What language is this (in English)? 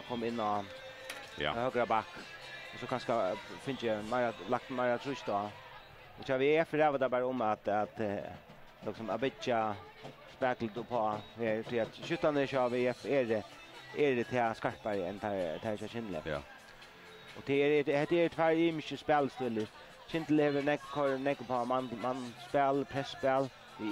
Faroese